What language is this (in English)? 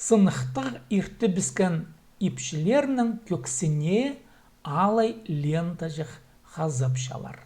Khakas